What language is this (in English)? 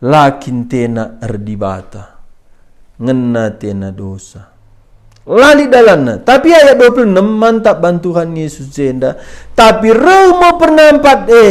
Batak Karo